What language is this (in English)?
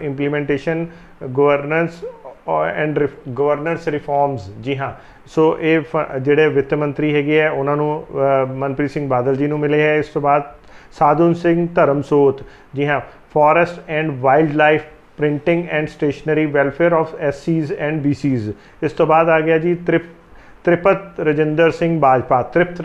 Punjabi